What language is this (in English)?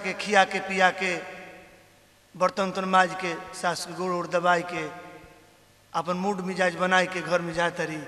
Bhojpuri